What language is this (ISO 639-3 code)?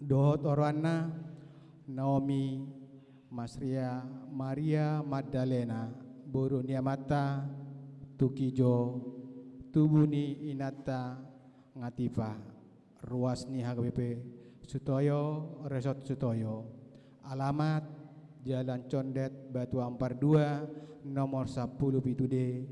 bbc